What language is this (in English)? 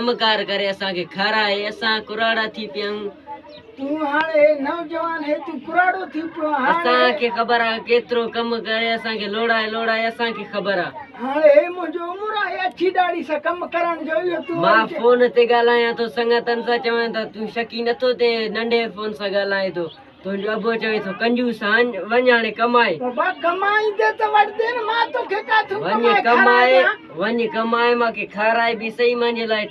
Sindhi